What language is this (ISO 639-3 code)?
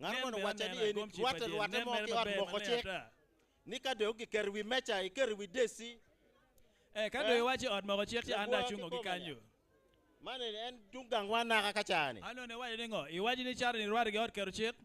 ach